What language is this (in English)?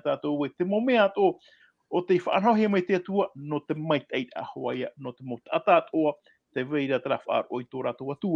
Tahitian